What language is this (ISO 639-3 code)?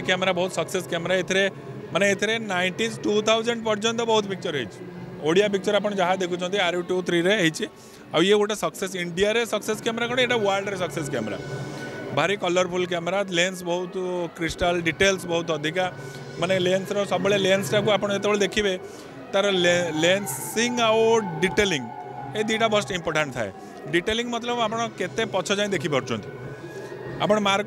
ori